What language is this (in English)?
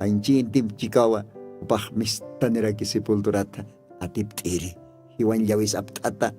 Aymara